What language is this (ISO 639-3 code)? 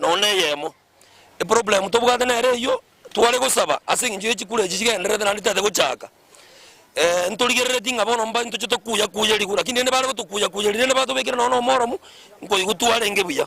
guz